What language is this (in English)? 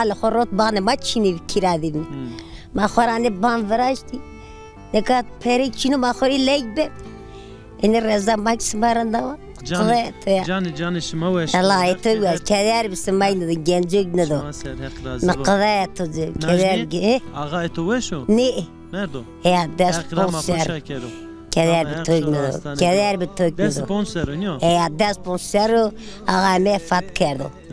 Zaza